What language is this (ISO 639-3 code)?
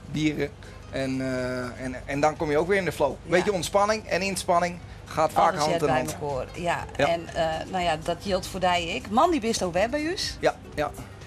fry